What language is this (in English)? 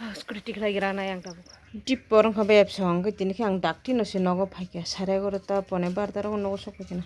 Kok Borok